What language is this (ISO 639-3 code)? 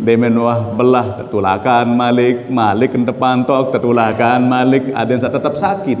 sas